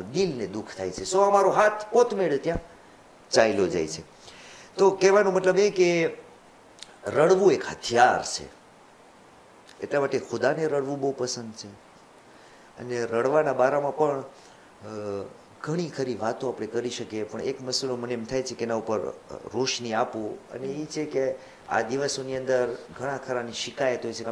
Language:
Gujarati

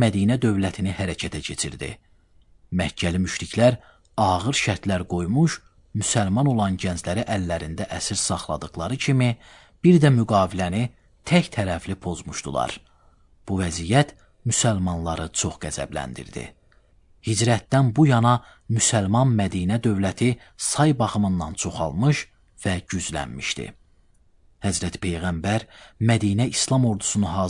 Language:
Azerbaijani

